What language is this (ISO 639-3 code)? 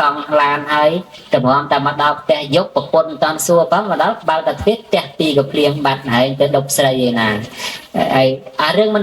khm